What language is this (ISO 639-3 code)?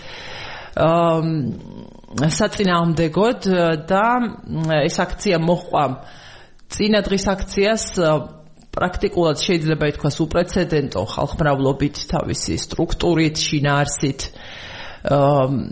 kat